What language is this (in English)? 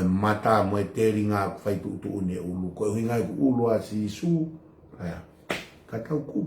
Tongan